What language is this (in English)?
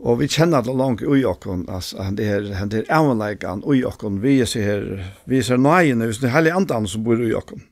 Faroese